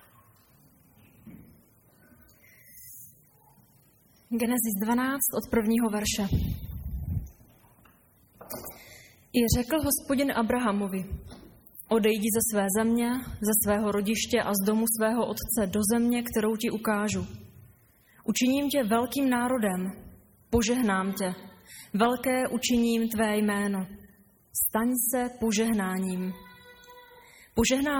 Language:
Czech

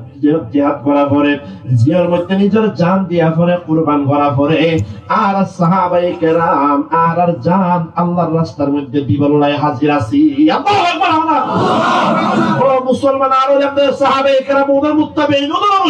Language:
Rohingya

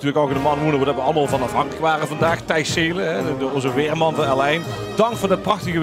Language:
Limburgish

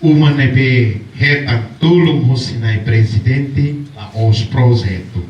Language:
Tetum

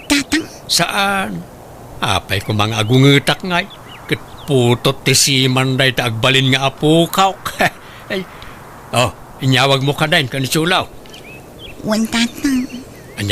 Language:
Iloko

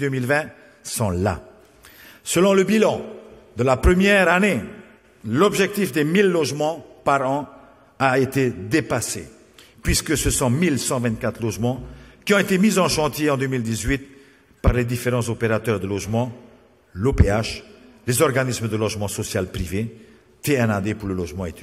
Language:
French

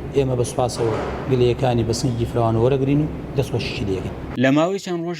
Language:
Central Kurdish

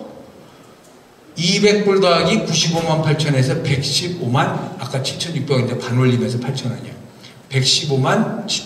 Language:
Korean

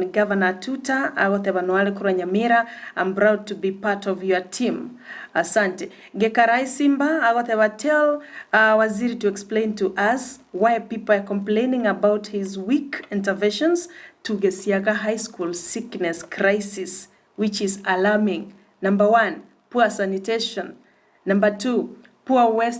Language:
Gusii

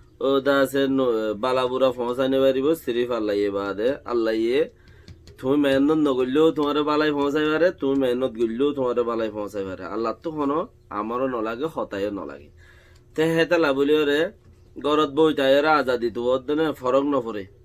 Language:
Rohingya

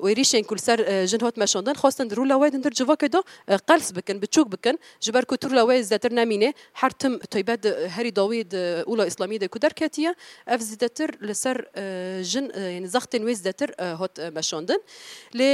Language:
Kurdish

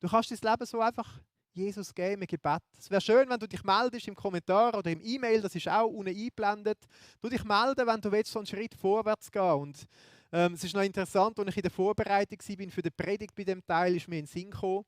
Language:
Swiss German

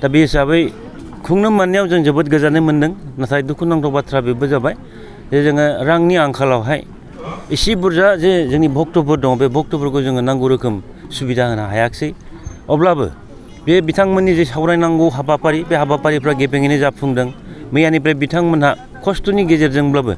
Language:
Bodo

